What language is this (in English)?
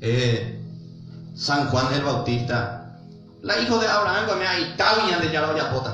Guarani